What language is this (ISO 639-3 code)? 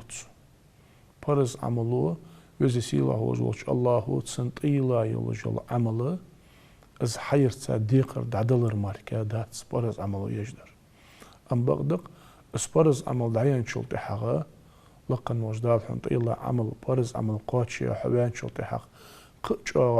inh